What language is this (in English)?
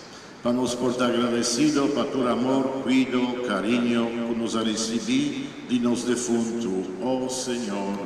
Papiamento